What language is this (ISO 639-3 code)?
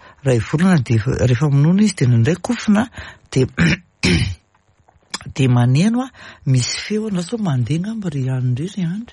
mlg